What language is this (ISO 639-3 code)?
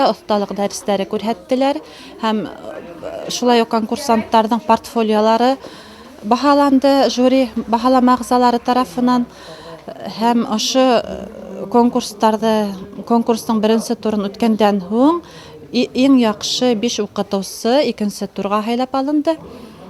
bak